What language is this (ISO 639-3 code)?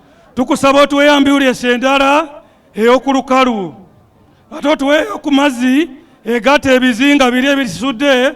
lug